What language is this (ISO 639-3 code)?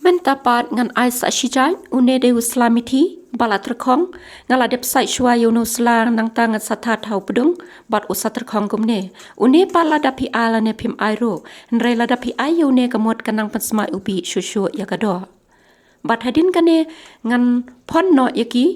kha